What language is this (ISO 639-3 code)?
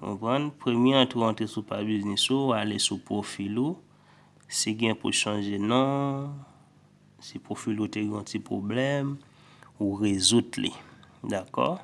hat